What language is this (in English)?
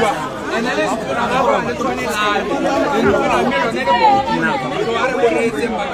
Tswana